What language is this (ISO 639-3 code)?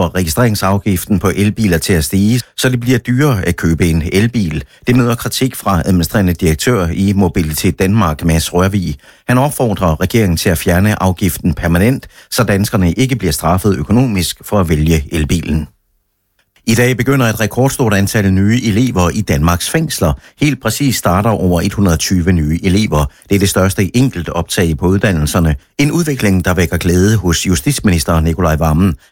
dan